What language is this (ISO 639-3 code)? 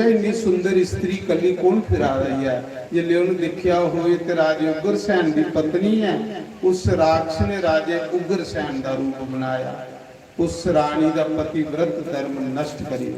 doi